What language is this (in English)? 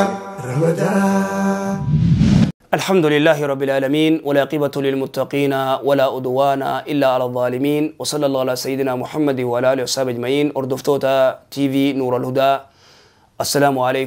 Oromo